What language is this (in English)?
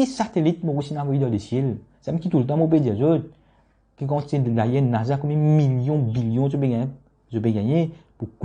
Morisyen